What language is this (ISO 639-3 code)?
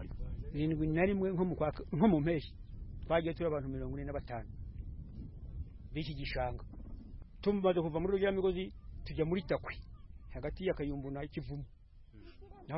kin